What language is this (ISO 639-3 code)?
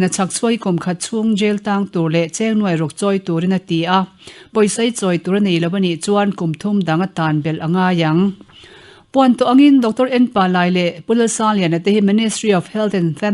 lus